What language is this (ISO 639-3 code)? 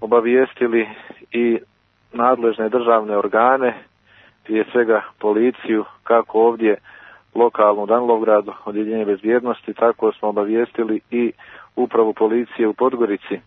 srp